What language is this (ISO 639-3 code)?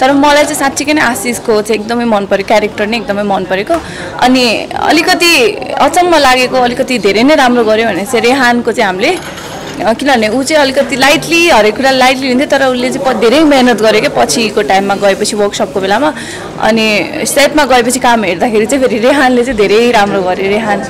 nep